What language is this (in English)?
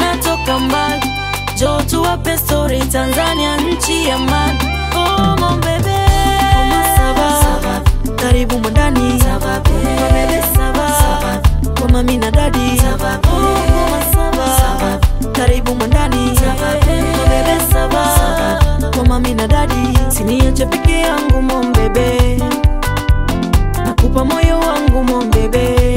Swahili